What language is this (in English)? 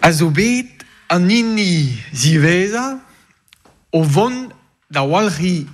Breton